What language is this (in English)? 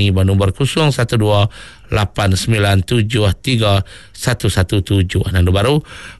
Iban